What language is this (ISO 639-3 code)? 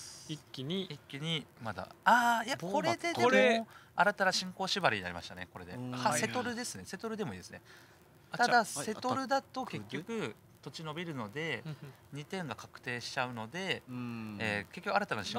jpn